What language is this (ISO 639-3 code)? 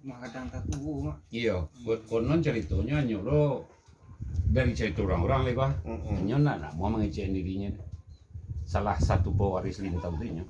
min